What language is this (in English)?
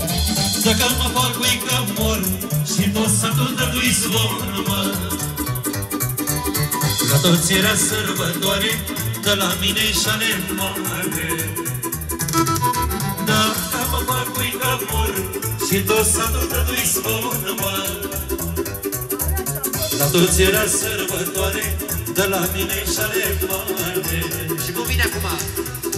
Romanian